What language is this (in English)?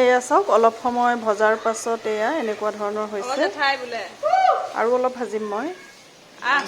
Assamese